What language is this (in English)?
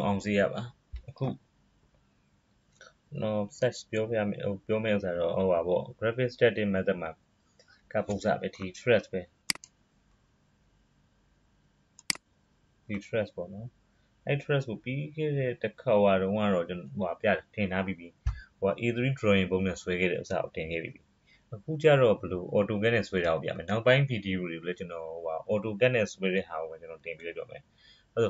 Burmese